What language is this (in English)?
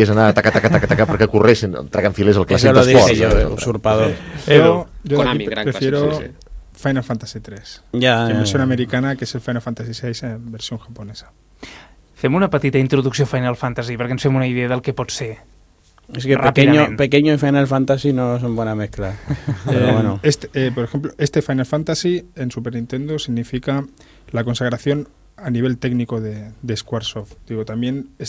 Catalan